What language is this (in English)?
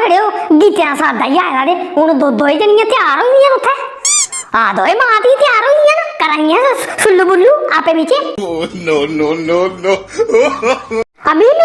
Dogri